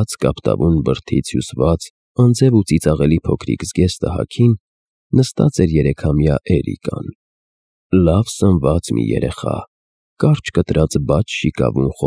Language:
Armenian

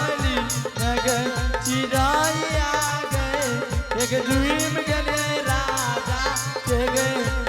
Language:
Angika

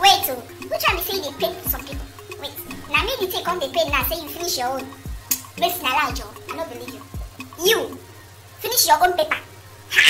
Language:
Nigerian Pidgin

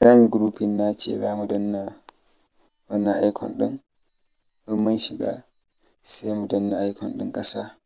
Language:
Hausa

